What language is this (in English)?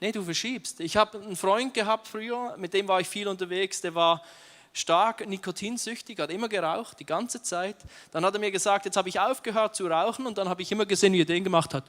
Swiss German